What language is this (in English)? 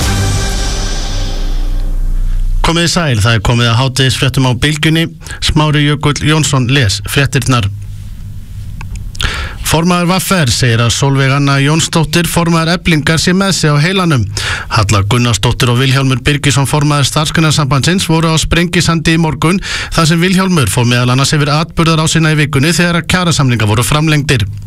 Icelandic